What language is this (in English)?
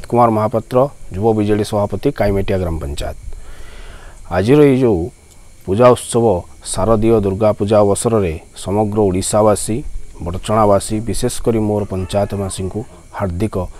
Odia